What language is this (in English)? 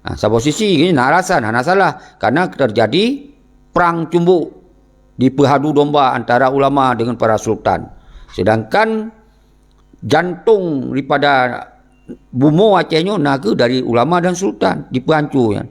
Achinese